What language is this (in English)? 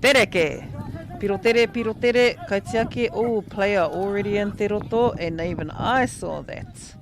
Māori